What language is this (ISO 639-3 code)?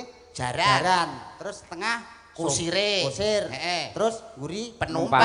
jav